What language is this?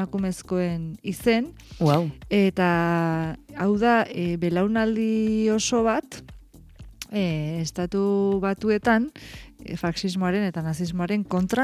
Basque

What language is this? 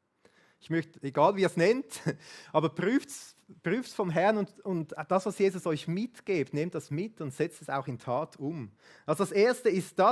Swiss German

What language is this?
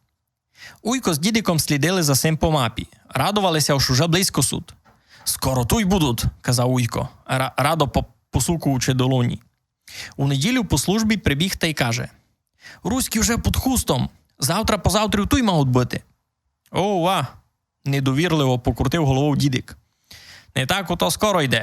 Rusyn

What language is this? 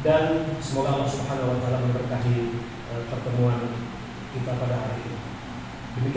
Indonesian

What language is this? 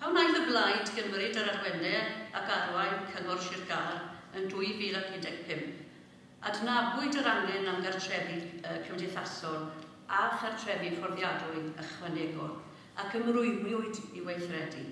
Welsh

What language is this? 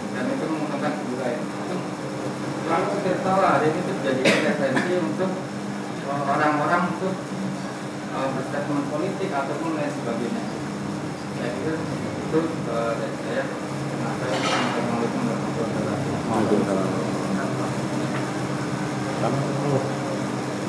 Indonesian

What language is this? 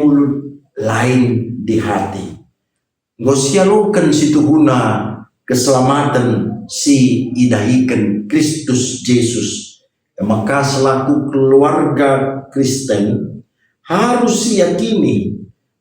Batak Karo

